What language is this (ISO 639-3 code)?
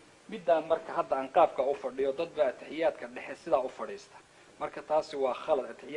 som